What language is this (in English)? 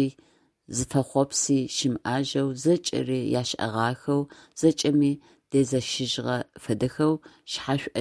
Adyghe